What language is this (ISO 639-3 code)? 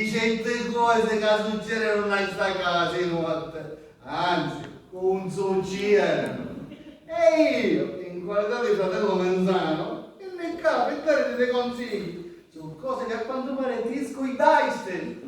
scn